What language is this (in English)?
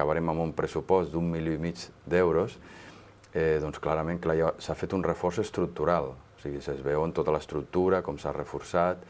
Catalan